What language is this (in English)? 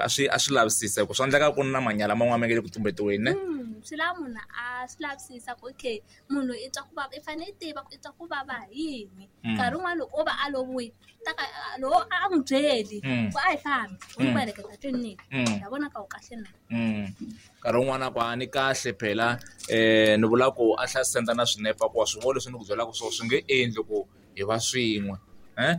Tsonga